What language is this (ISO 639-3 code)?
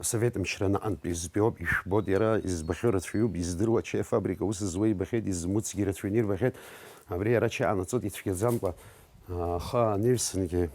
abk